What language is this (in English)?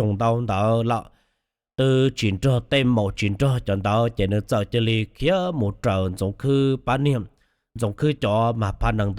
Hmong